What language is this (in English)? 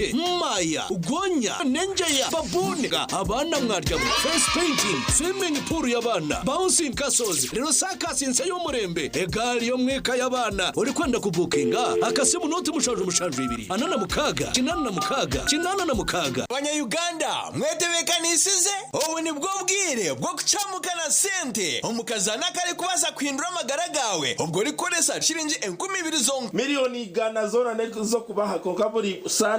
Nyankole